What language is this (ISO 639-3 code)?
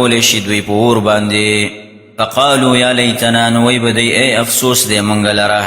pus